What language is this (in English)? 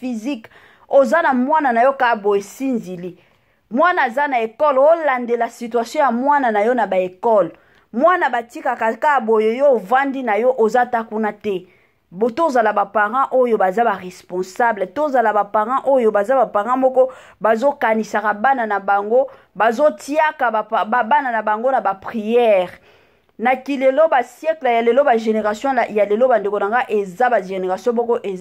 Lingala